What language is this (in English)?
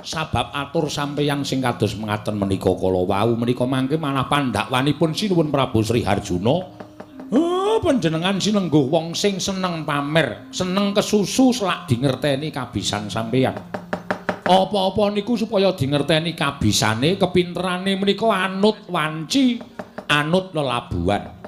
Javanese